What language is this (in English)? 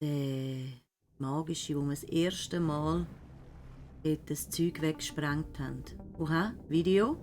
Swiss German